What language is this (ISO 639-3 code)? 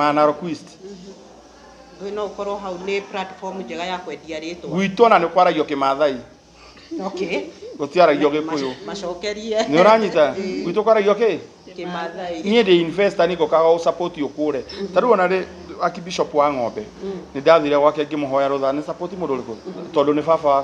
kik